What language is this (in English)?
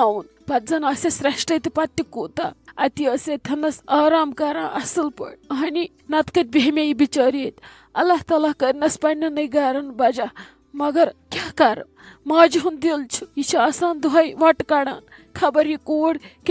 Kashmiri